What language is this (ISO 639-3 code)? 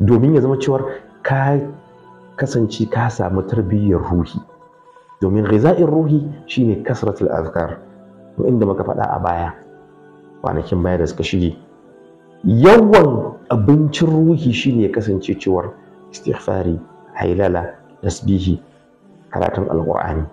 hau